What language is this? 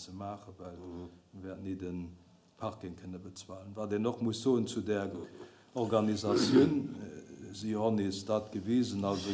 Luxembourgish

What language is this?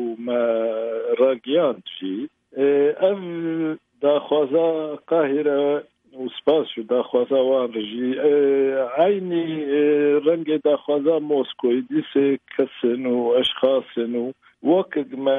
Kurdish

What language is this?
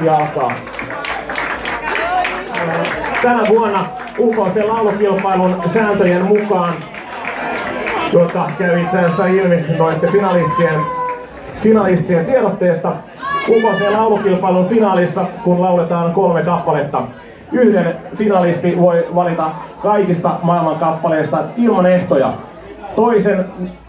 Finnish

